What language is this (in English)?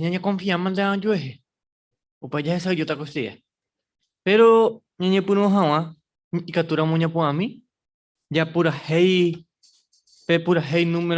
Guarani